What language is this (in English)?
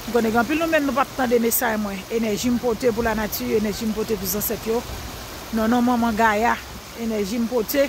Haitian Creole